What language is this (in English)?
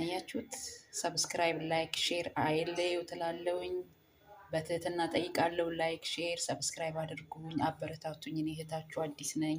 Amharic